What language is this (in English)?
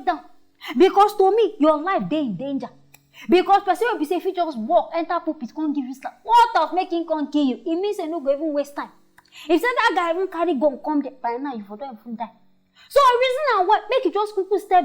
Nigerian Pidgin